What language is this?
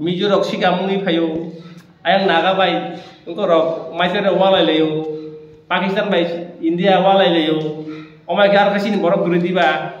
Kok Borok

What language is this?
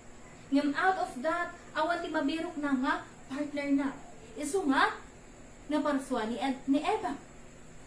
Iloko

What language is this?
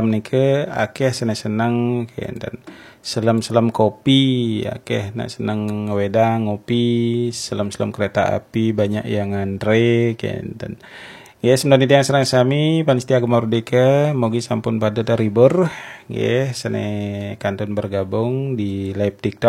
Balinese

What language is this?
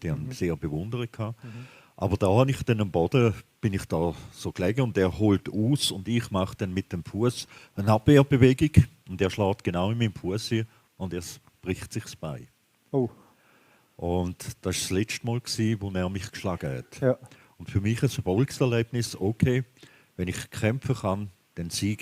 Swiss German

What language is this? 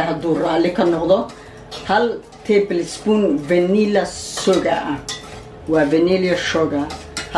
Somali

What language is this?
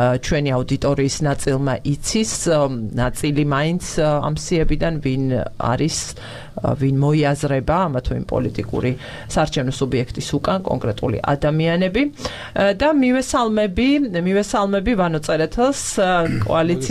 Georgian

